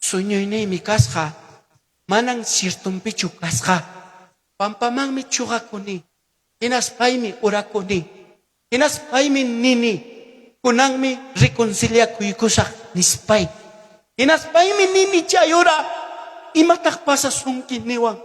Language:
Ayacucho Quechua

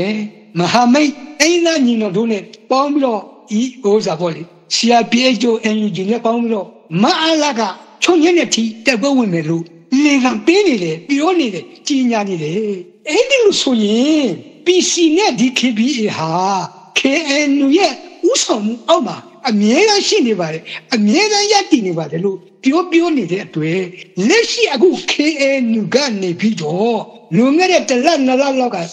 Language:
Burmese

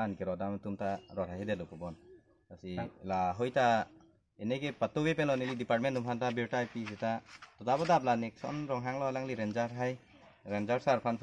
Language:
Karbi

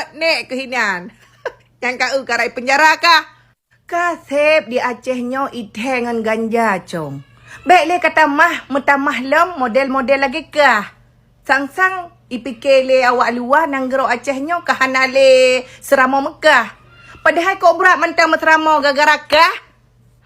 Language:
Achinese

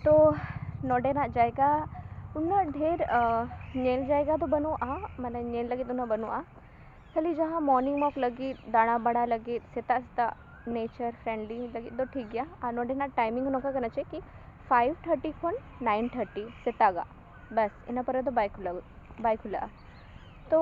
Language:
Santali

